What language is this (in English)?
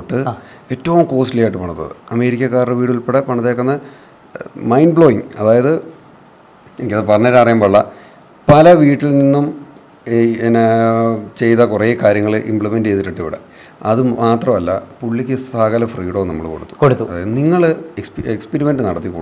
Malayalam